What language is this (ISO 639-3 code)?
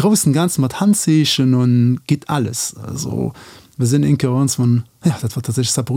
ltz